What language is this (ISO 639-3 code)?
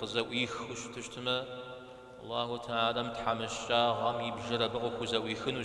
kbd